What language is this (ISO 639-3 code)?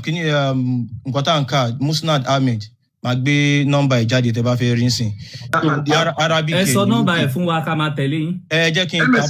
yor